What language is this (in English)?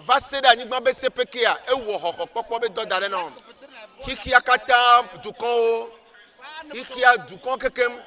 Ewe